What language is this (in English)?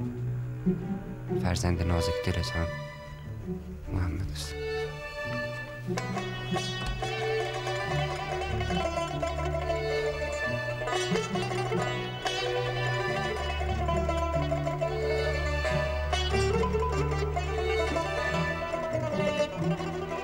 Persian